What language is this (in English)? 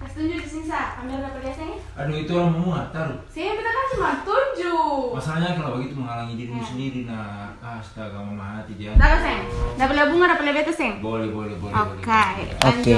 Ambonese Malay